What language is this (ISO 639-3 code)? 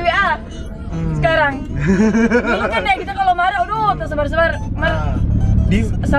xmm